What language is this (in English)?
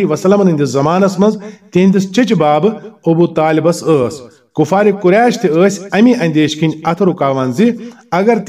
Kashmiri